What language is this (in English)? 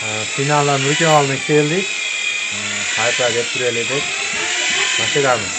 Uzbek